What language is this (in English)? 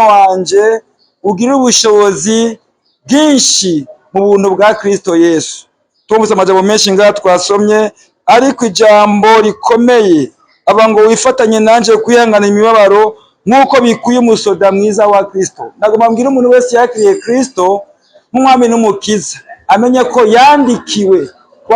Rundi